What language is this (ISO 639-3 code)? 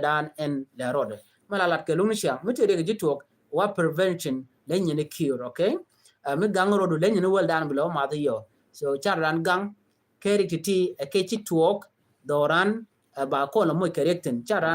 nus